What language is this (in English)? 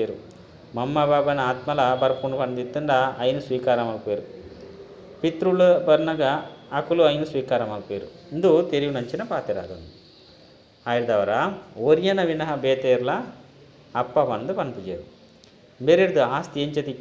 Tulu